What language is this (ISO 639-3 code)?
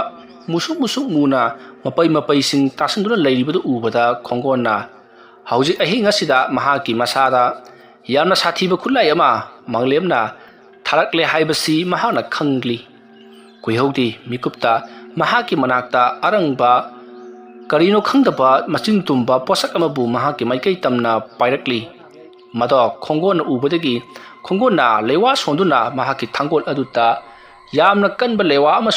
mni